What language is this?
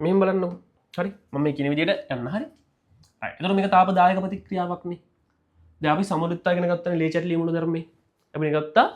Sinhala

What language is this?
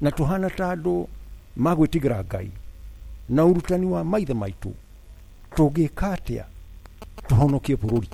Kikuyu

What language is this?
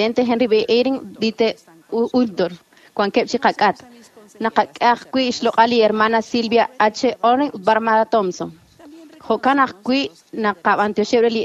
Kekchí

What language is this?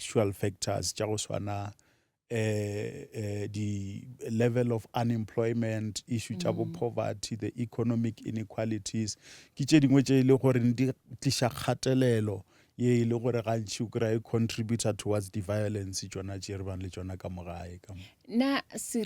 Northern Sotho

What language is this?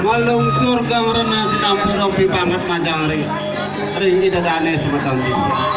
Balinese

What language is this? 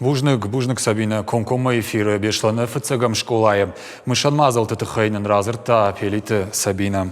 Ossetic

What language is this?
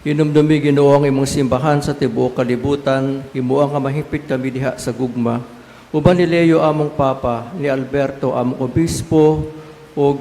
Cebuano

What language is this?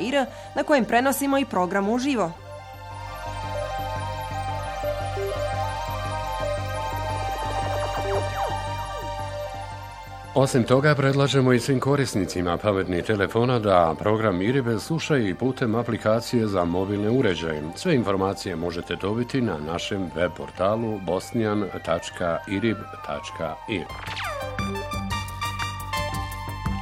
Bosnian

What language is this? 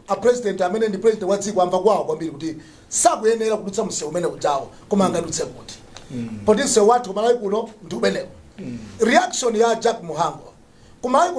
Nyanja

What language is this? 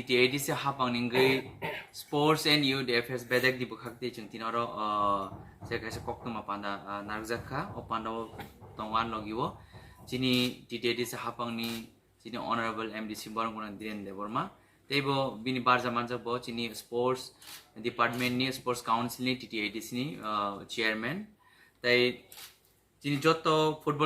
Kok Borok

